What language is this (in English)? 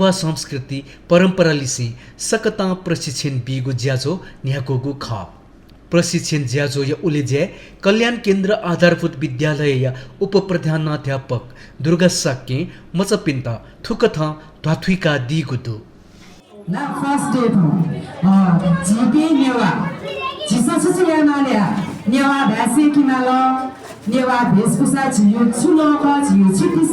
Newari